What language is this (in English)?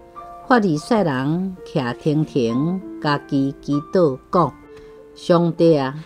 Min Nan Chinese